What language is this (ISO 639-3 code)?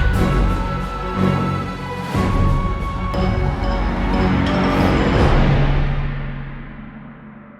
new